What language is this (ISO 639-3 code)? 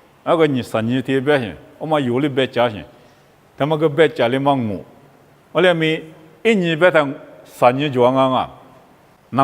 lis